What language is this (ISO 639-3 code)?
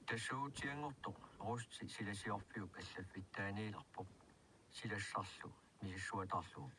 kal